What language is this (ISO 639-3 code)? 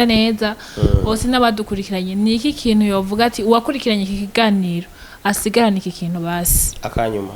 run